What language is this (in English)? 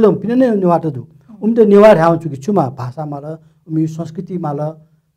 Newari